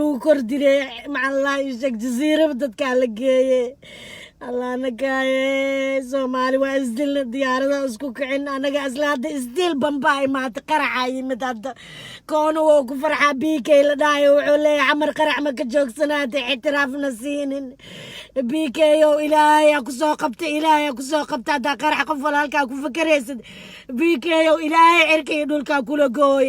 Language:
Somali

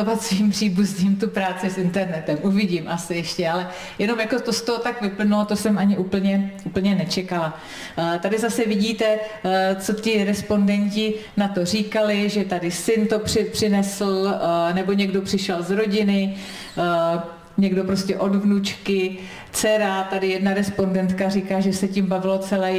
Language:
Czech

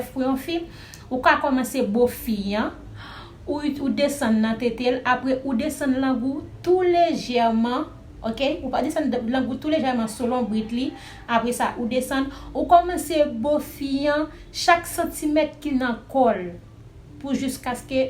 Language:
Haitian Creole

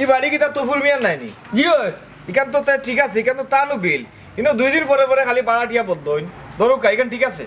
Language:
Sylheti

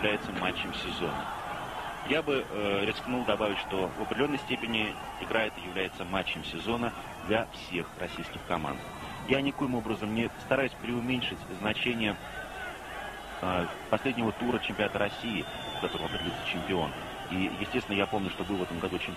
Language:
Russian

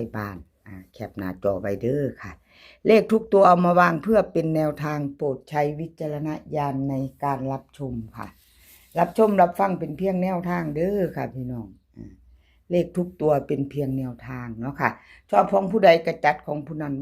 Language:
Northeastern Thai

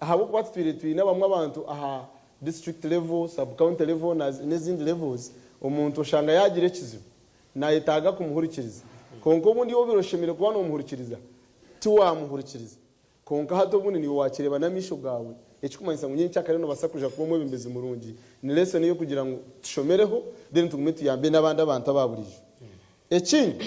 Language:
Nyankole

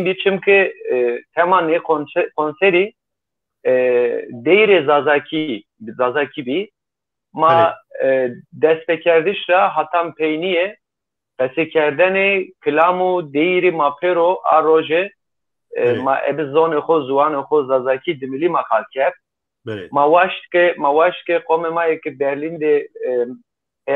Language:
Zaza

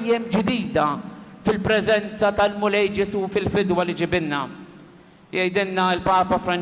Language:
Maltese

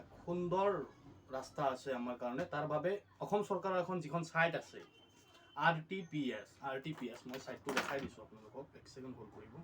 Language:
Assamese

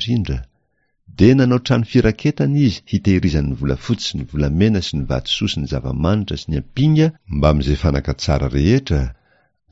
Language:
Malagasy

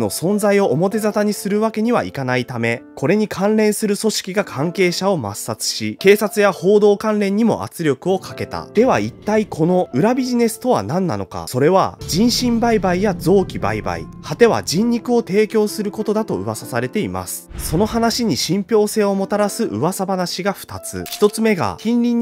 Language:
Japanese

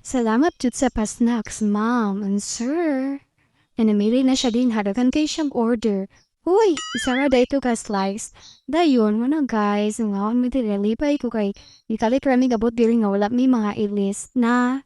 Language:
Cebuano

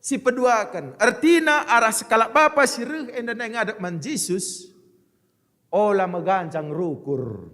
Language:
Batak Karo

